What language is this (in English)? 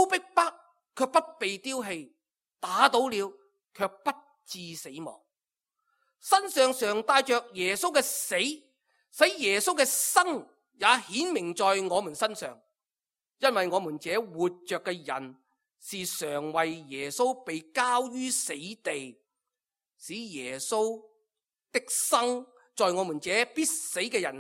Cantonese